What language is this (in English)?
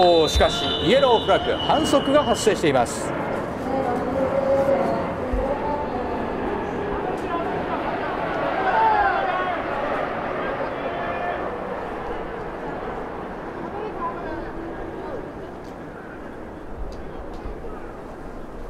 Japanese